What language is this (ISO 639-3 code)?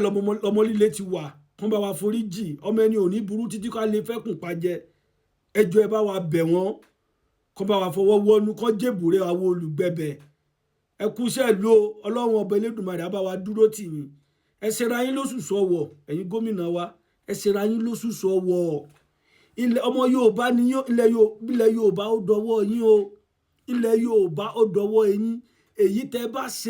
yor